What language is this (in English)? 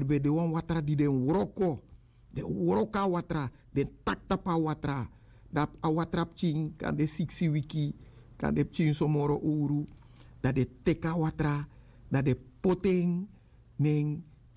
Sranan Tongo